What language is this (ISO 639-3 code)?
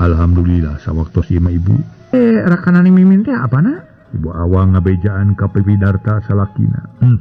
sun